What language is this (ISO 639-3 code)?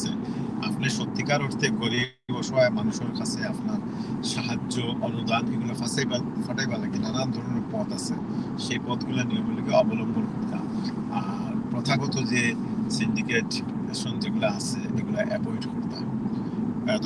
syl